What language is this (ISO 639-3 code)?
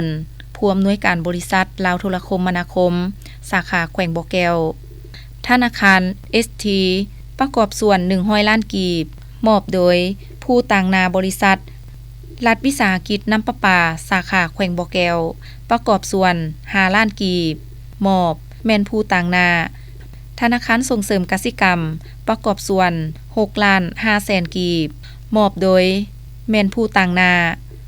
lao